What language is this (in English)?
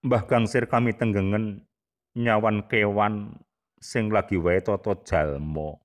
Javanese